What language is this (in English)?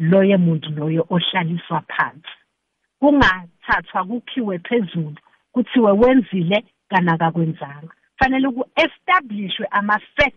South Ndebele